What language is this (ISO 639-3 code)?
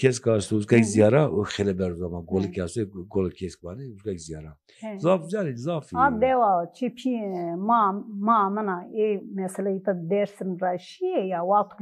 zza